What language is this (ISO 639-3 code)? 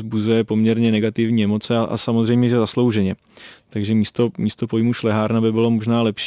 ces